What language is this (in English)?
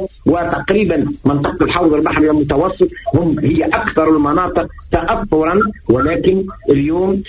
Tunisian Arabic